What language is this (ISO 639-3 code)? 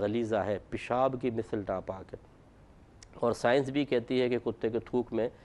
urd